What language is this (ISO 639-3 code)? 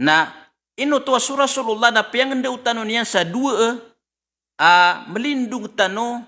mrw